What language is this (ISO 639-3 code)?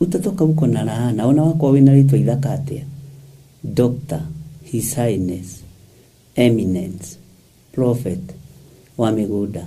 kik